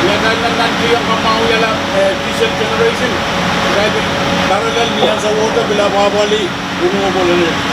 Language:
Pohnpeian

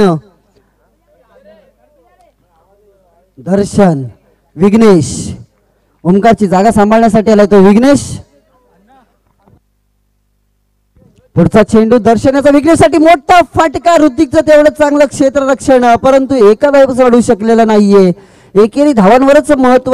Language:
Marathi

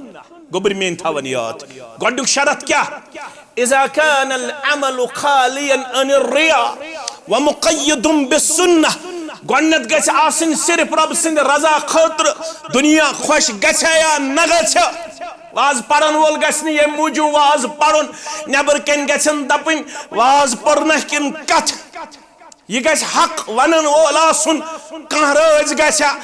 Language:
Kashmiri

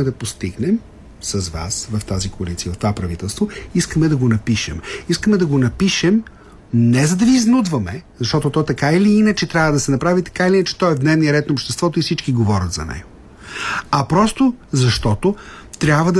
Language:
Bulgarian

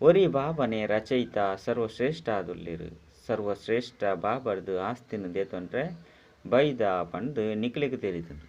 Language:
Tulu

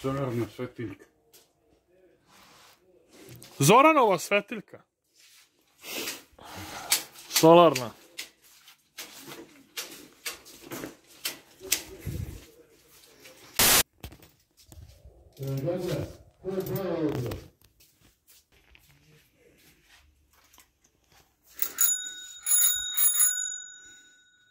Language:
Serbian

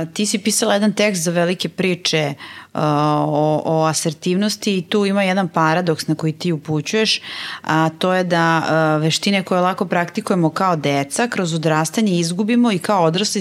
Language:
Serbian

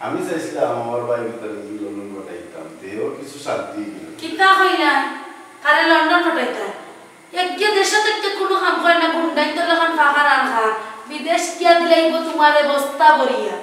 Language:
Sylheti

